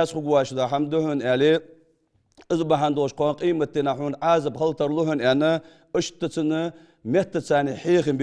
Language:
Ingush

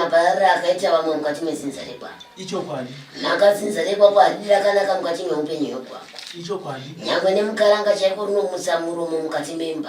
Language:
Shona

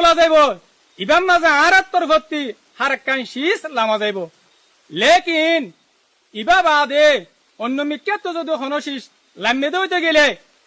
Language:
Rohingya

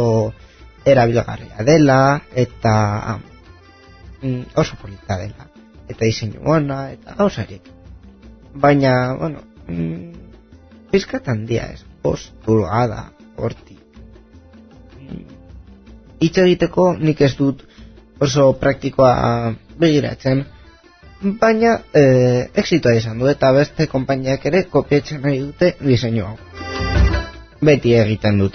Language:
Basque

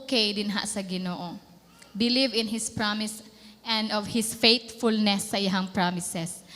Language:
Cebuano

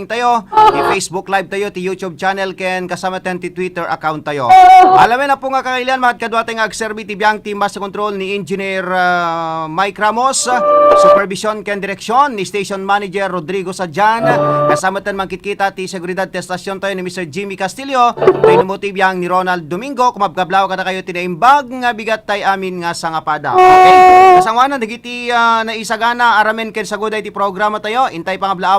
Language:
Iloko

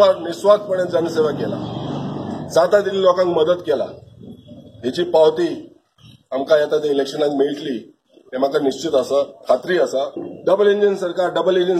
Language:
Konkani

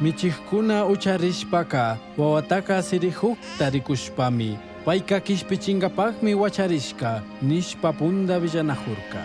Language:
Chimborazo Highland Quichua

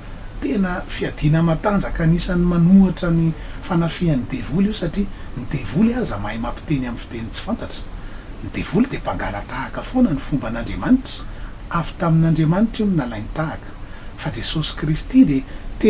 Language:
Malagasy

